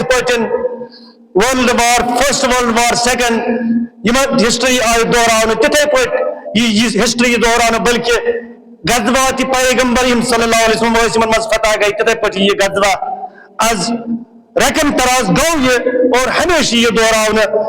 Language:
Kashmiri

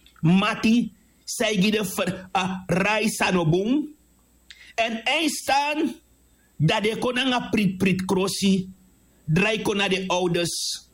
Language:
Sranan Tongo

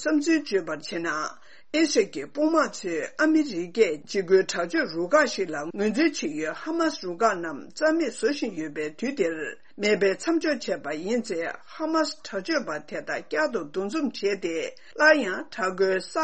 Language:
Tibetan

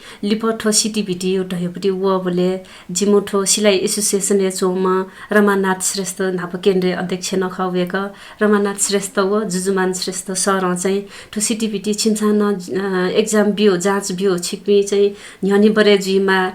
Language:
Newari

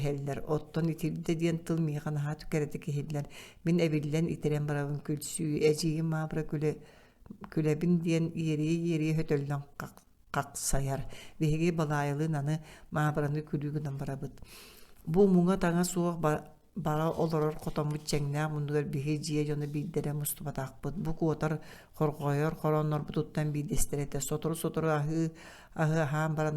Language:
Yakut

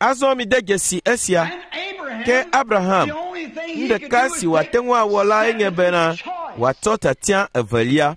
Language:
Ewe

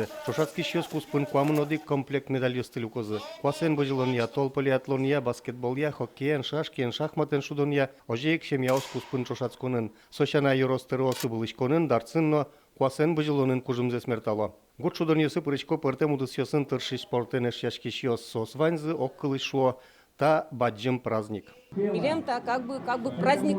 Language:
Udmurt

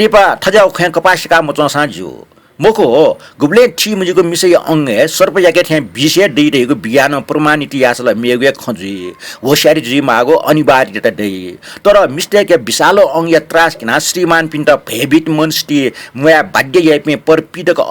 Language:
Newari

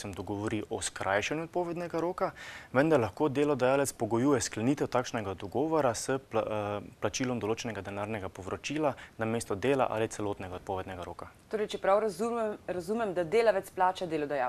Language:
Slovenian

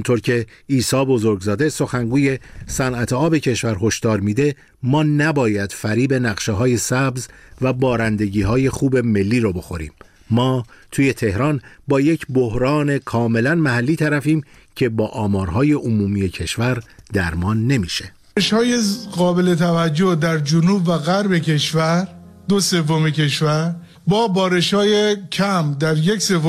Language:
Persian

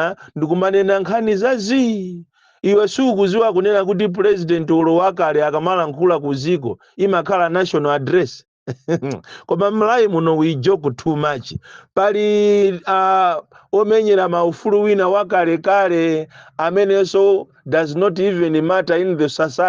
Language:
Nyanja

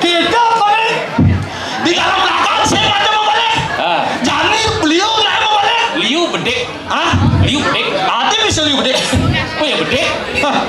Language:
Balinese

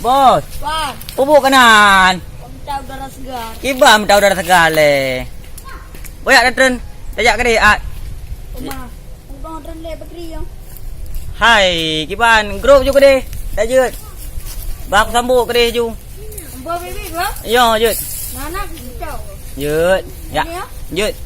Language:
Achinese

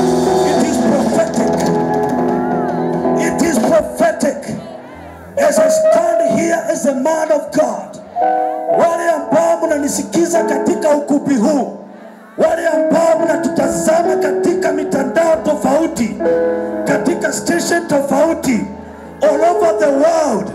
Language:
Swahili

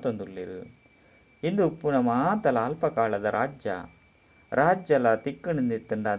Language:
Tulu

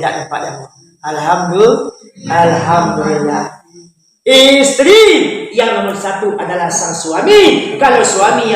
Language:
Minangkabau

